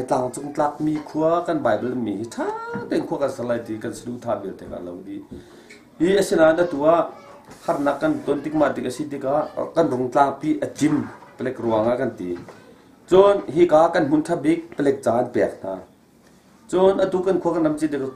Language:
Hakha Chin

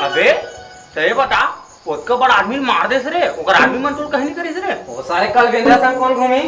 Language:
Chhattisgarhi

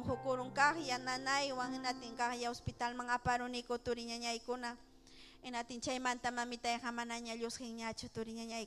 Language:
Ayacucho Quechua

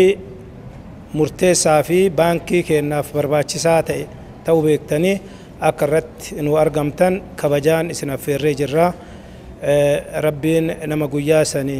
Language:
Oromo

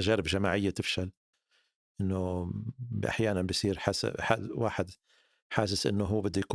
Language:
North Levantine Arabic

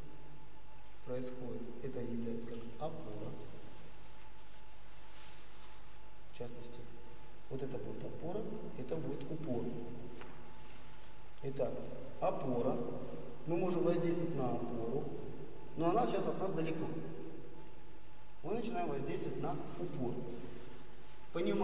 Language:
Russian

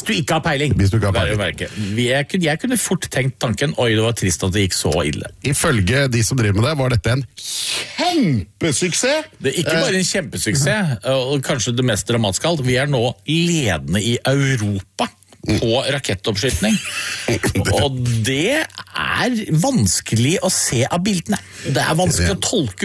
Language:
Norwegian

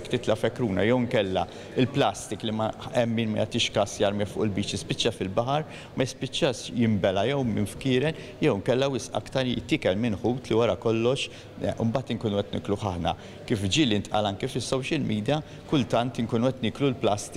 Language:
Maltese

